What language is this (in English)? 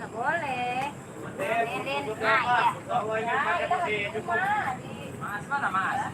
Betawi